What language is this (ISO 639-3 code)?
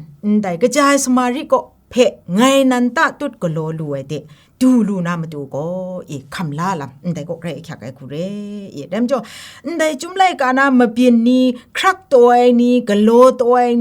kac